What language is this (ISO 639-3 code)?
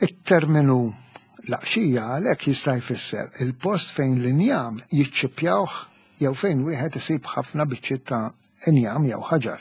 mlt